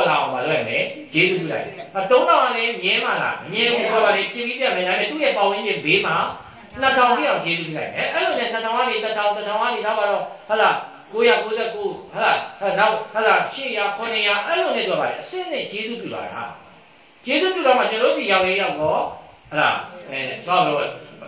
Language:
Burmese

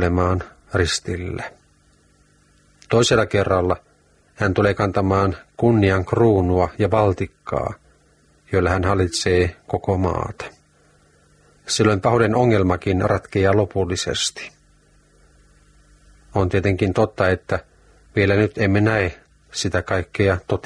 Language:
Finnish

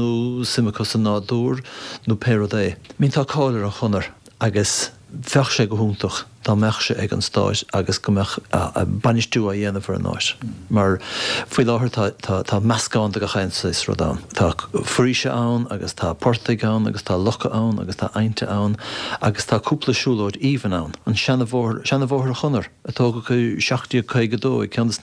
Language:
Irish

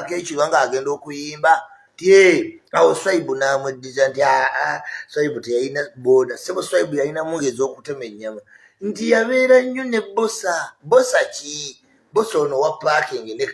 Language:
Ganda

